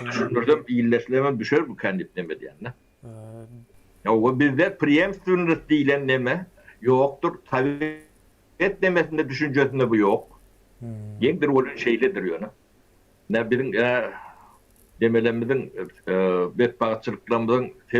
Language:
Turkmen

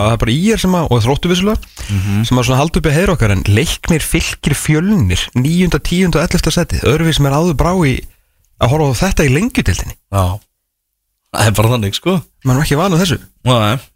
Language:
Icelandic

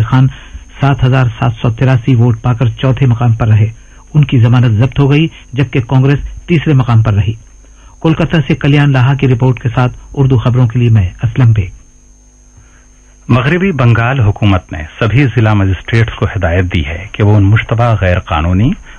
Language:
Urdu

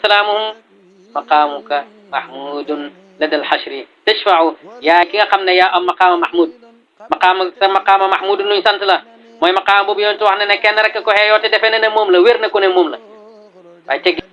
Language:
Wolof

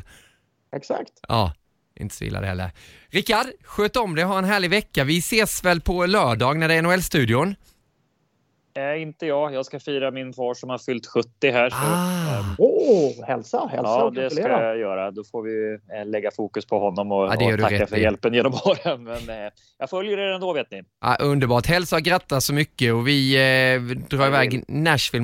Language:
Swedish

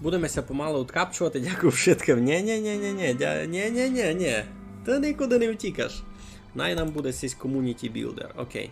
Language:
Rusyn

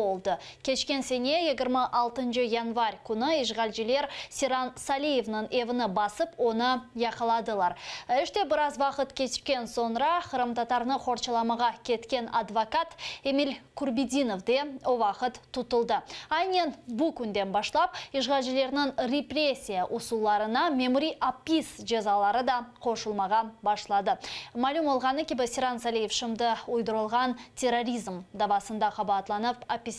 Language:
Crimean Tatar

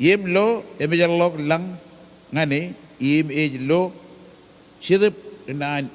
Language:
Marshallese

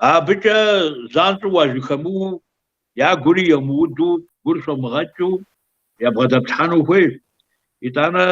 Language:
Kabardian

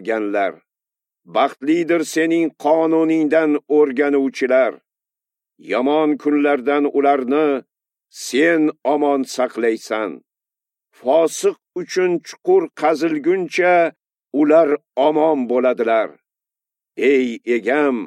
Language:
Uzbek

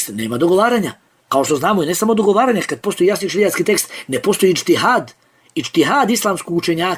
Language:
Bosnian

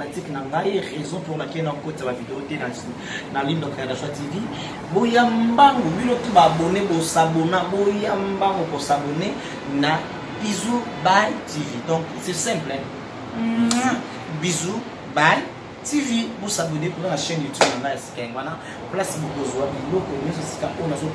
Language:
Lingala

